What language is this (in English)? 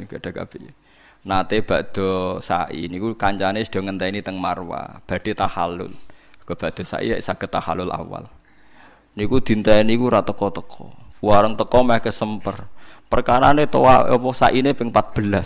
Javanese